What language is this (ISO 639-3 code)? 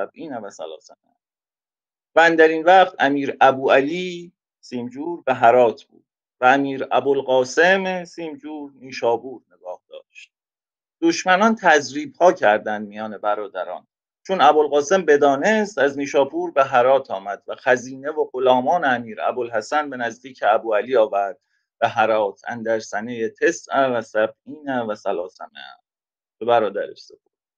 fas